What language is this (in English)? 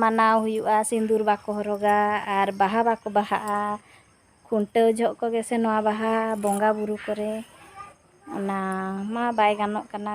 Santali